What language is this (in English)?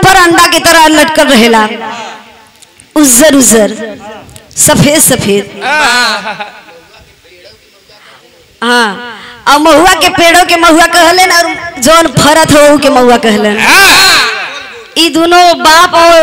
Bhojpuri